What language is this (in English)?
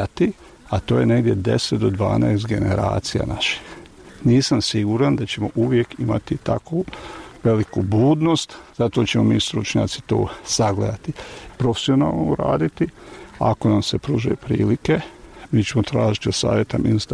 Bosnian